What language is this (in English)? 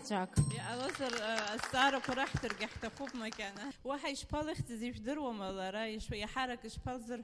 Abkhazian